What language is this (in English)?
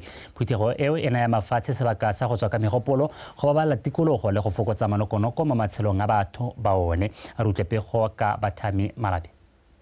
Tswana